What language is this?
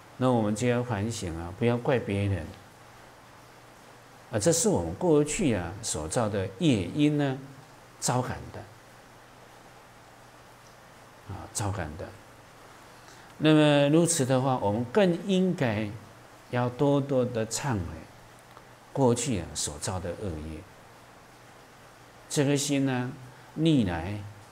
Chinese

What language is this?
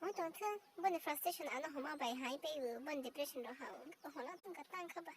Kok Borok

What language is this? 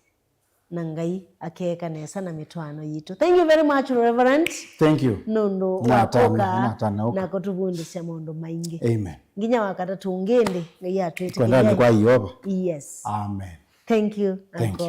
Kamba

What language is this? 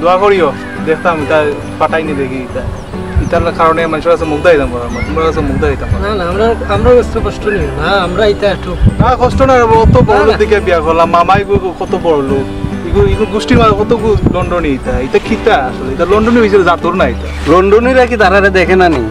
Sylheti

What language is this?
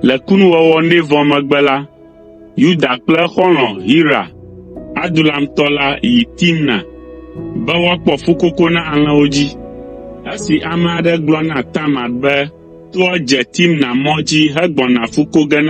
Ewe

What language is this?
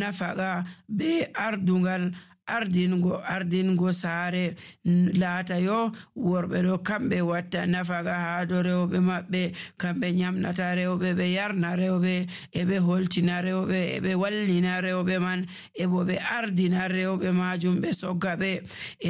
Nigerian Fulfulde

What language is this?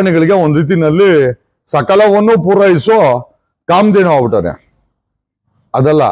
Kannada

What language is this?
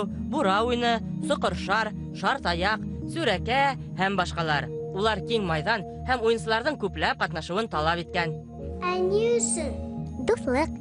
Bashkir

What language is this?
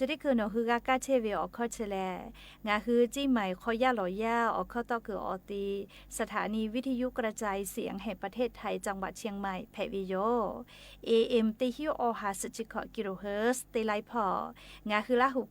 Lahu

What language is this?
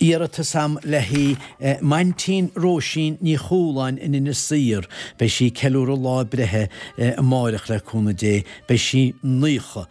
Irish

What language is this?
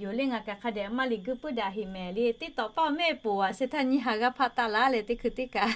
Lahu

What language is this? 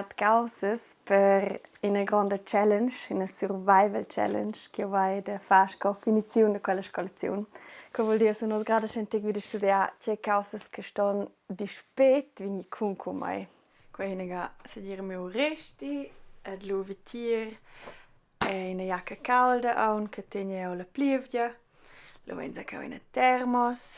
Romansh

